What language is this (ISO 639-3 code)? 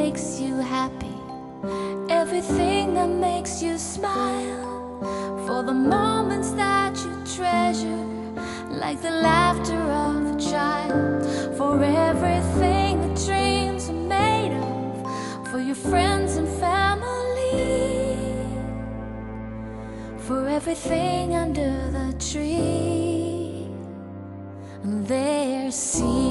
eng